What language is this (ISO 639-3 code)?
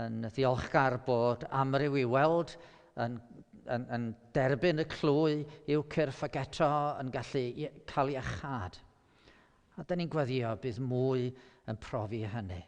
cym